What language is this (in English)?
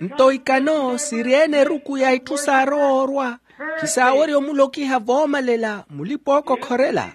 Makhuwa